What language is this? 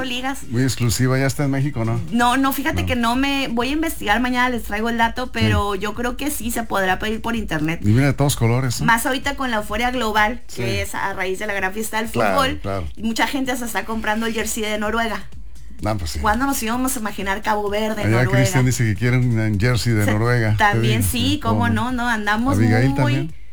Spanish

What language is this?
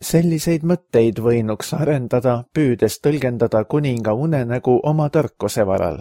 Estonian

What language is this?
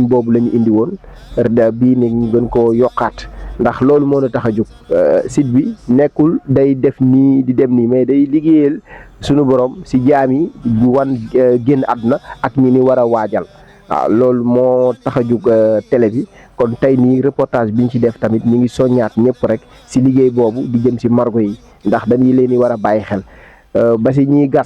Wolof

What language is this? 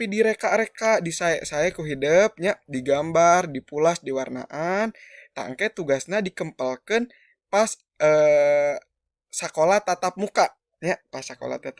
Sundanese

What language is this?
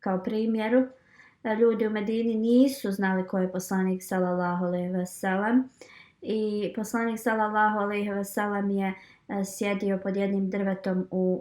Bosnian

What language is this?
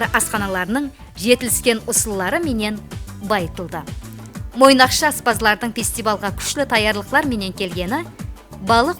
Kara-Kalpak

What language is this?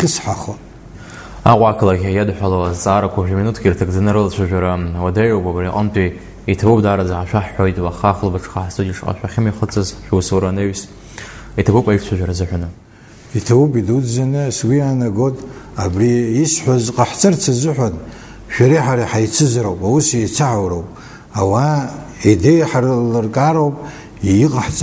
Abkhazian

